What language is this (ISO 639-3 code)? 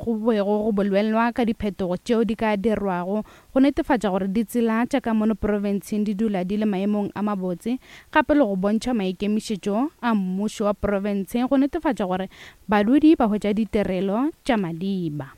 nso